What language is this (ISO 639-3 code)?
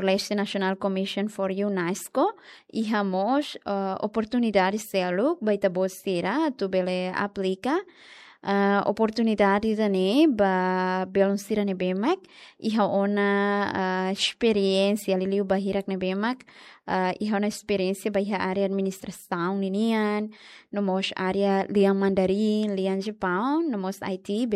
tet